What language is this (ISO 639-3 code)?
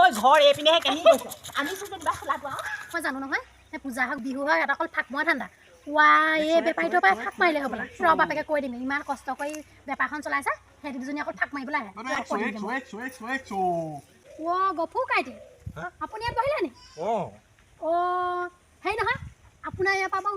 asm